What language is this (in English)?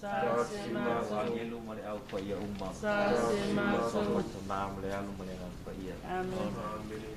Samoan